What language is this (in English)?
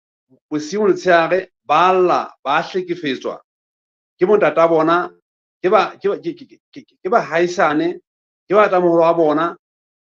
Southern Sotho